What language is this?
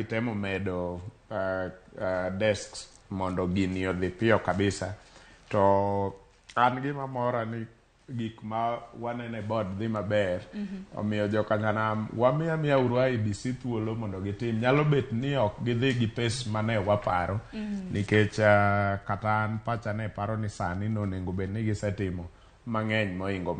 Luo (Kenya and Tanzania)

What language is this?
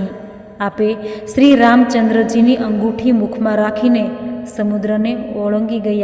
Gujarati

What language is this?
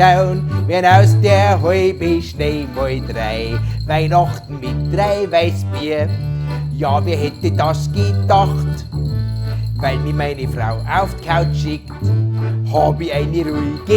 Bavarian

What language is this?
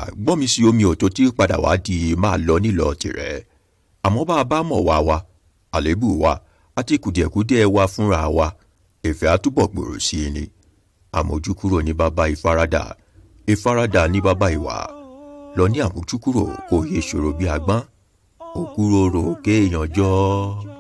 Yoruba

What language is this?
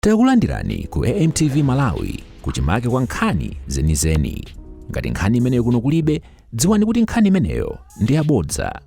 Nyanja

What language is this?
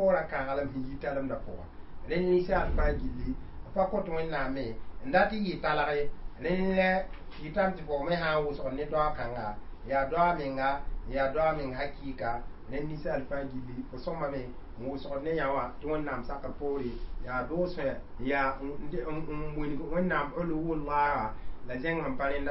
Mossi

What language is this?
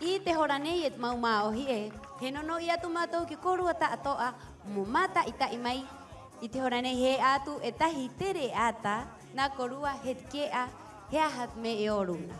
Rapanui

